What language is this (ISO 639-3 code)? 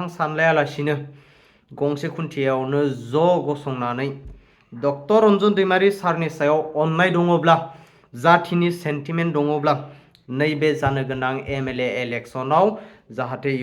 brx